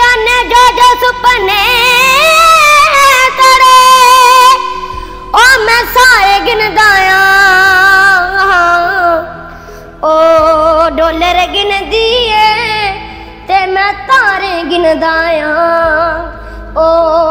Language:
Punjabi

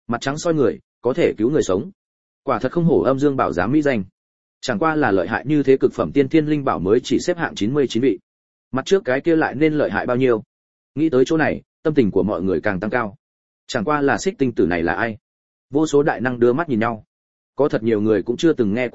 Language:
Vietnamese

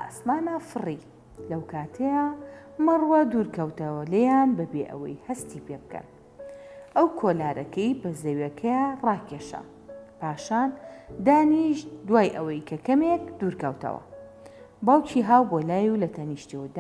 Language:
Central Kurdish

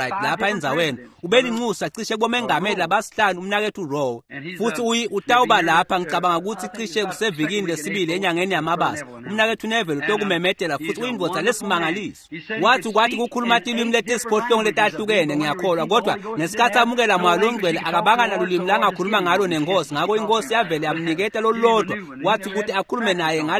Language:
Swati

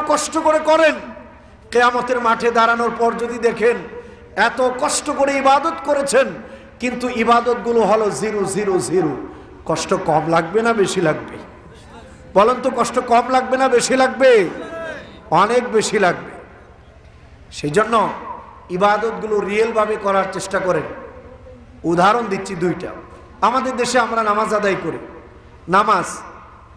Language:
Bangla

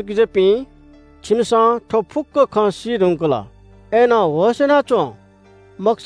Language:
Newari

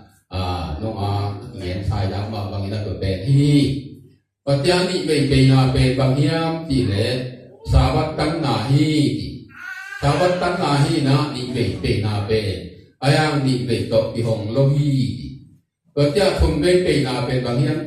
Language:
Tedim Chin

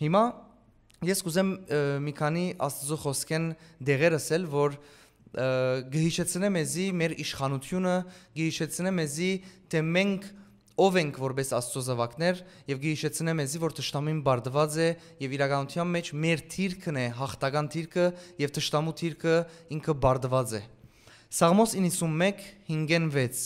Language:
Western Armenian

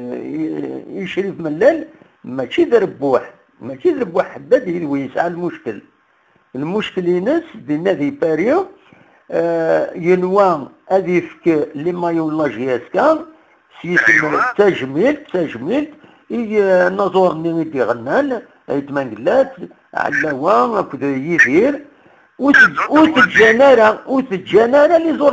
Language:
Kabyle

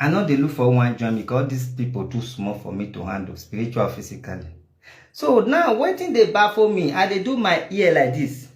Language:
Nigerian Pidgin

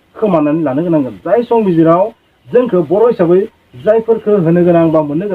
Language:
Bodo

